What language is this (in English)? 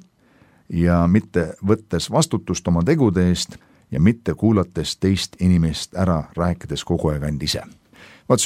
Estonian